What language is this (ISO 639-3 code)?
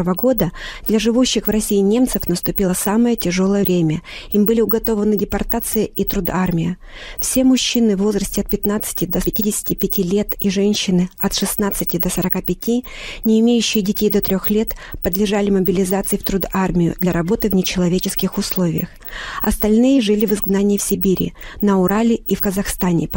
rus